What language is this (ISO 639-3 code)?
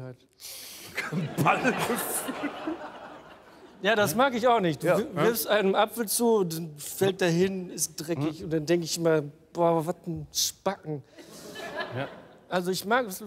deu